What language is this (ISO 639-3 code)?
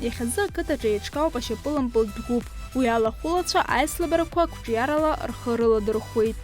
abk